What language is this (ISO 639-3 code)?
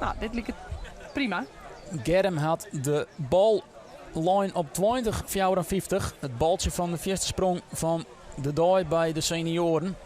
fry